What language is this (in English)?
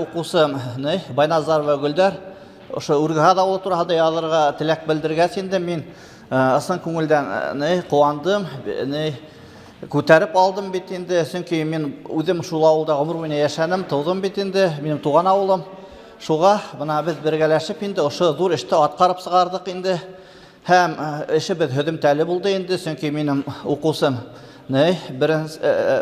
Bashkir